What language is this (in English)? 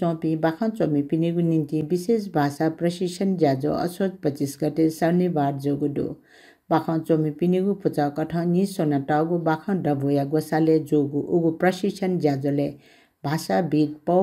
Newari